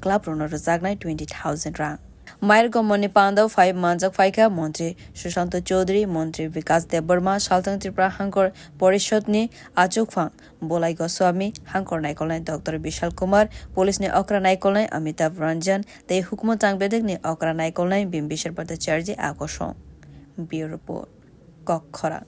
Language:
Kok Borok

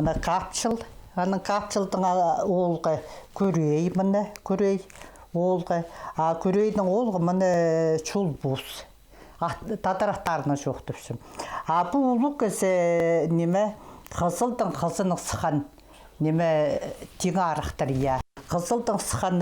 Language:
Khakas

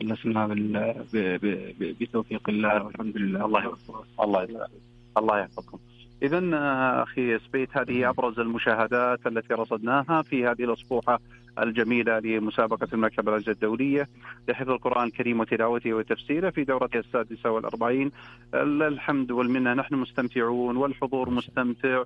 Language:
Najdi Arabic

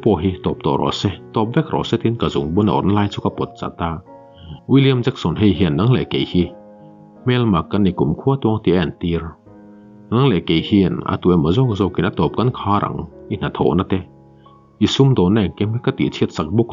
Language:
Mizo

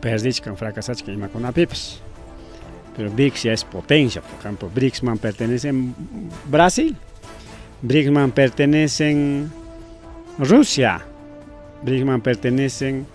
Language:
Ayacucho Quechua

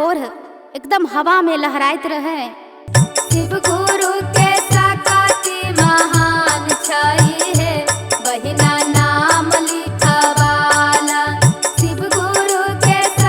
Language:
Maithili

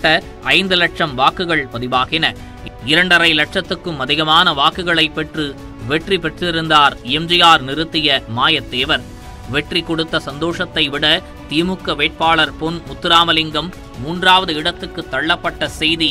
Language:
Tamil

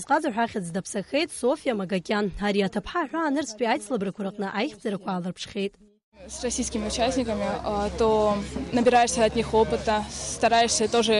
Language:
Abkhazian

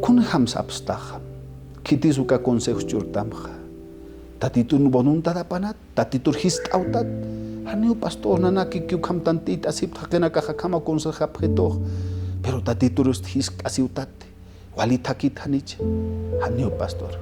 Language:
Aymara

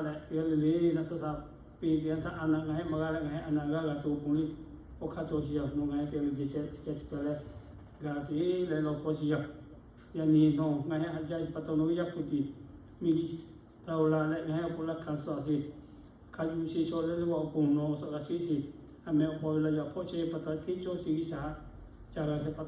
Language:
Lahu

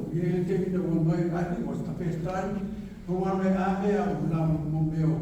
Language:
Samoan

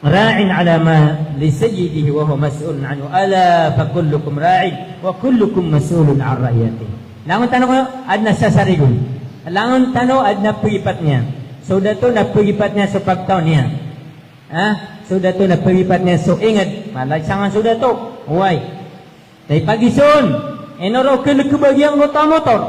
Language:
Maranao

